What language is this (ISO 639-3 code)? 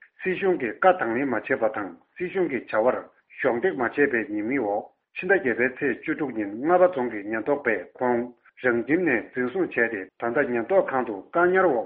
bod